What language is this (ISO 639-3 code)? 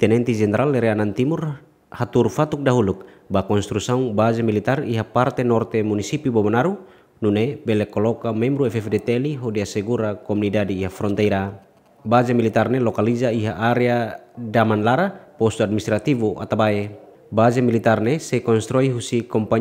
tet